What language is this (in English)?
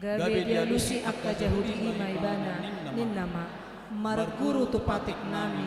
Batak Toba